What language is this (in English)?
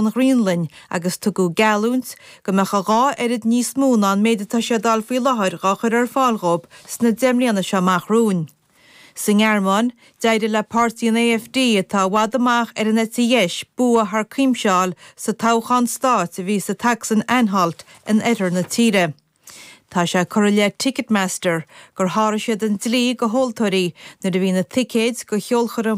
Irish